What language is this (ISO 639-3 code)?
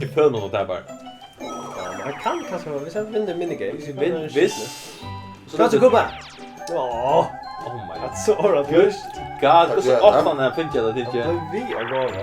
fao